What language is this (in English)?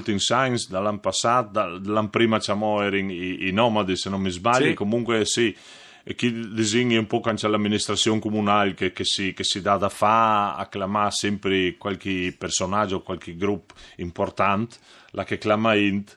Friulian